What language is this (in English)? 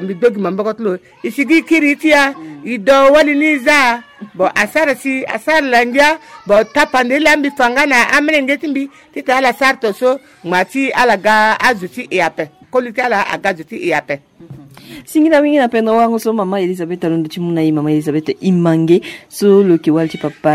Sango